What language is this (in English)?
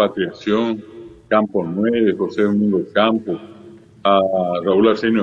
Guarani